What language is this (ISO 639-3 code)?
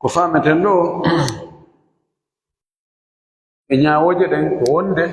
ful